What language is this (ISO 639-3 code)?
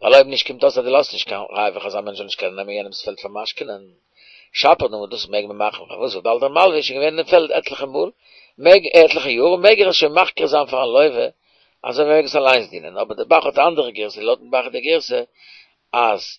yid